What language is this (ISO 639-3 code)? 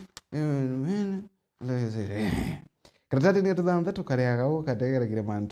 mer